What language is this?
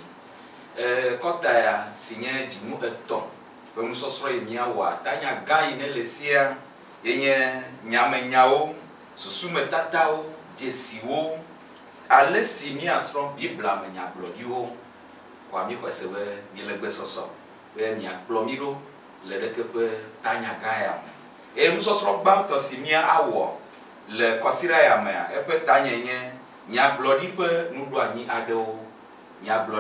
Ewe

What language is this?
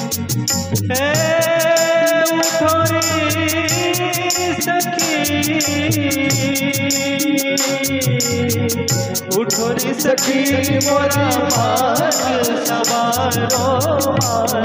Bhojpuri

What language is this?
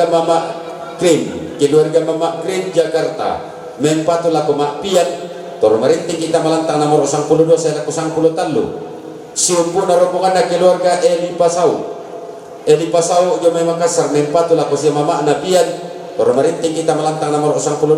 Toraja-Sa'dan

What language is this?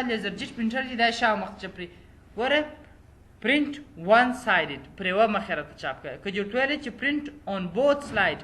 Pashto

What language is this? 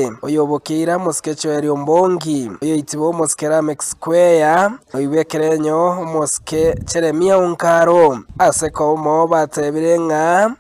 Gusii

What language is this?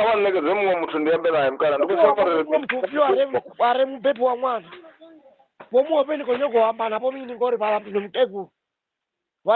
Venda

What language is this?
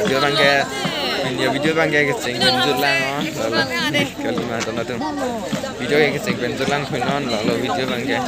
Karbi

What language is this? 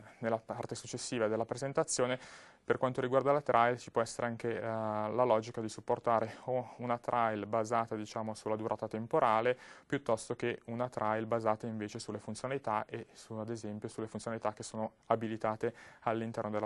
Italian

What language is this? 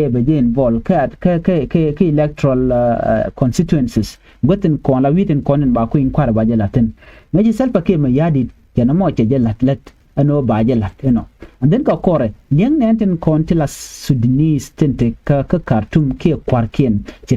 Nuer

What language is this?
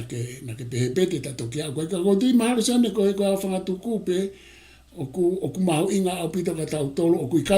Tongan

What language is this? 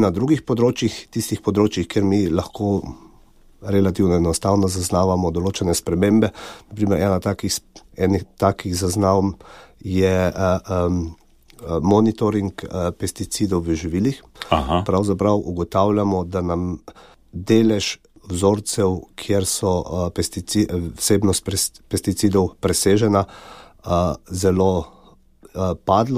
Slovenian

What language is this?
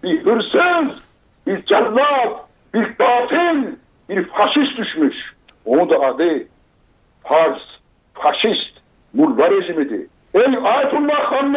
South Azerbaijani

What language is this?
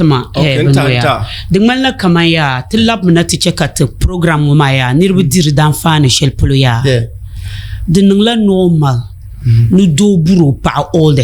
Dagbani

